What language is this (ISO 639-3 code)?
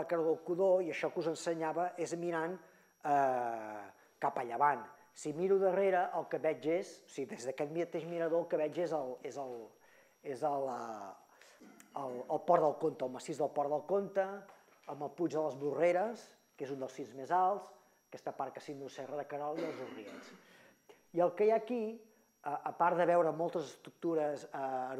cat